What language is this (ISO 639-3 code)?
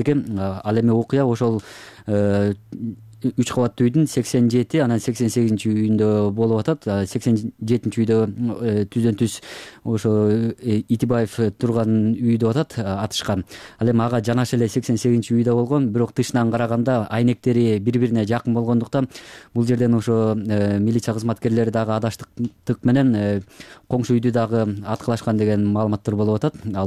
kir